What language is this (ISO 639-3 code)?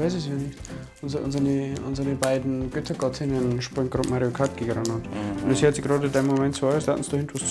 bar